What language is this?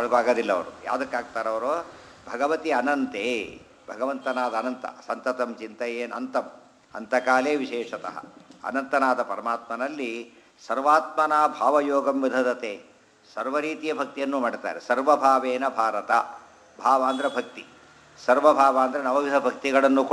Kannada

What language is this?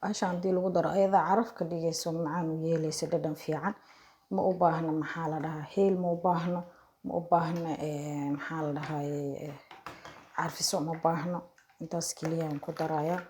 Somali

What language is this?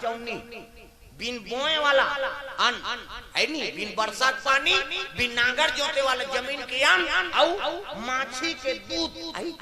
Chhattisgarhi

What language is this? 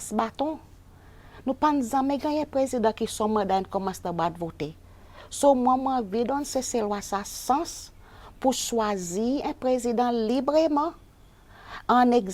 Seselwa Creole French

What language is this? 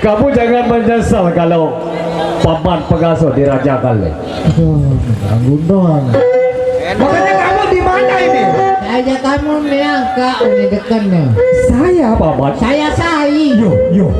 Sasak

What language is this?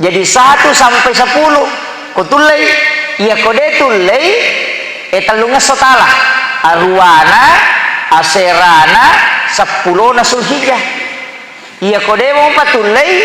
Buginese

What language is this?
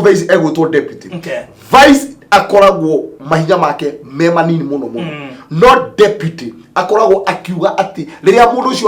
Kikuyu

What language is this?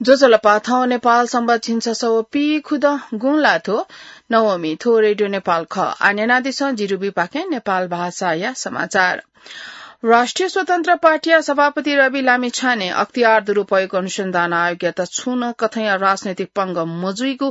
Newari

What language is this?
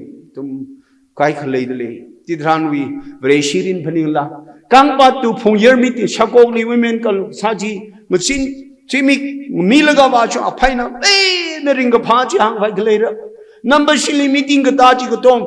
Tangkhul Naga (India)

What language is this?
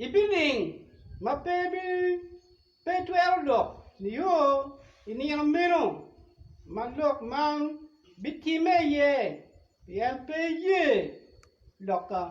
Acoli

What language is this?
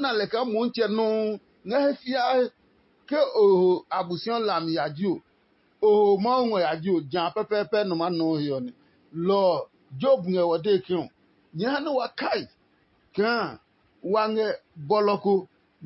Adangme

